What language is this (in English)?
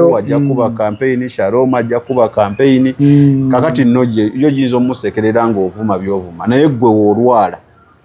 Ganda